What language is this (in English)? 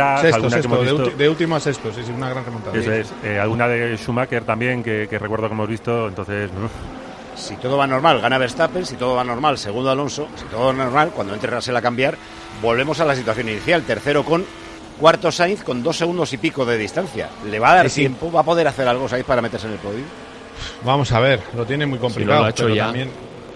Spanish